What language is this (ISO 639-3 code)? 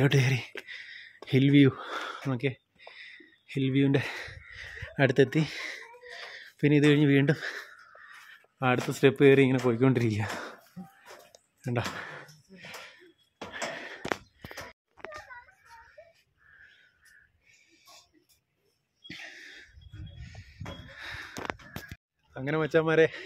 mal